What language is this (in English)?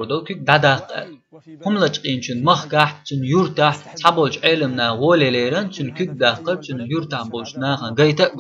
Chechen